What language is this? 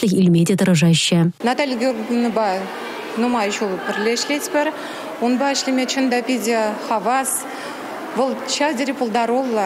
Chuvash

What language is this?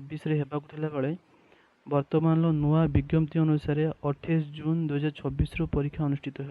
Odia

